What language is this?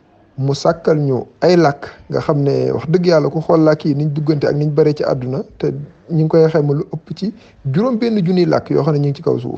Wolof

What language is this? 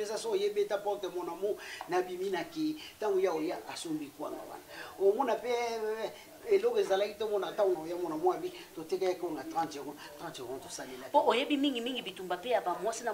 Lingala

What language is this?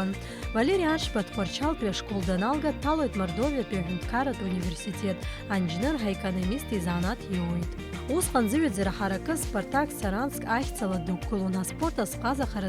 Abkhazian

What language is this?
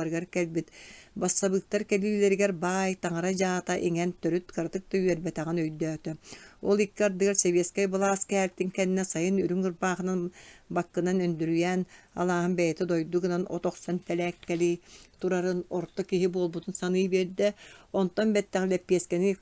Yakut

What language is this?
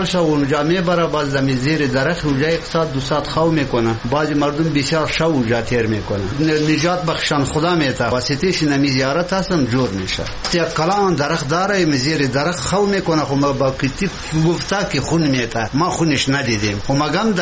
Persian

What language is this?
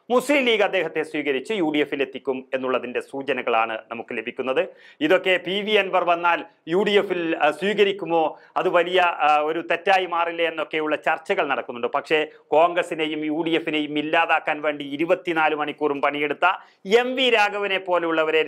Malayalam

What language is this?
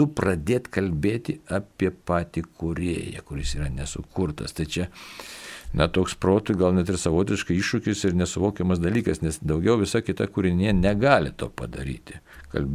Lithuanian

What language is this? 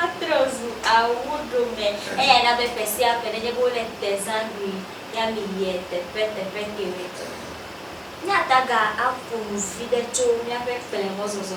Ewe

